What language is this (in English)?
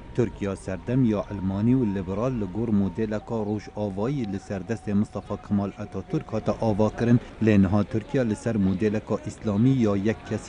Kurdish